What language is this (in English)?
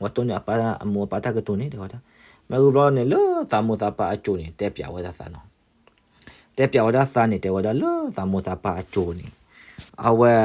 S'gaw Karen